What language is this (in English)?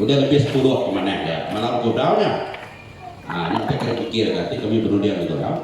Iban